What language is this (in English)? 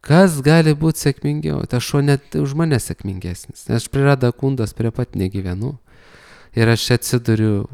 Lithuanian